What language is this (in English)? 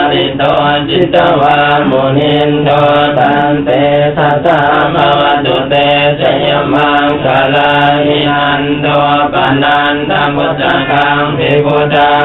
Pali